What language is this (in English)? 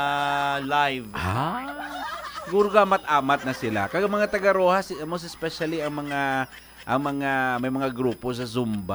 Hiligaynon